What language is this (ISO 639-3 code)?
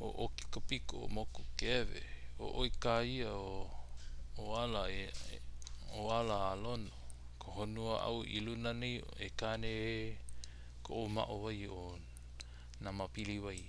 haw